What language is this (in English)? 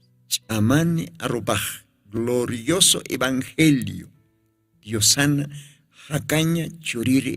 Aymara